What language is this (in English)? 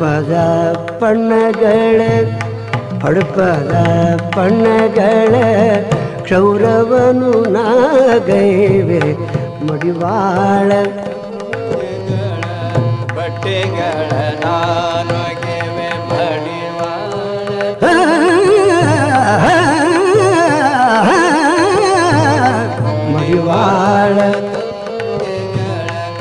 Kannada